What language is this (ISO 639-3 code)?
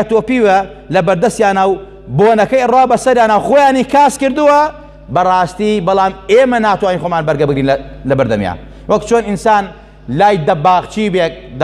ckb